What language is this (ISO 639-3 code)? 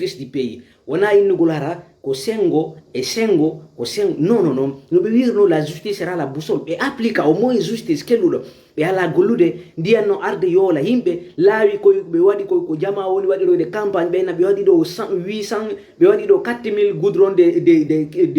ful